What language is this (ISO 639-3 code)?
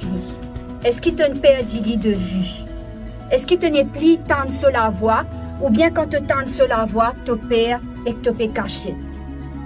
mfe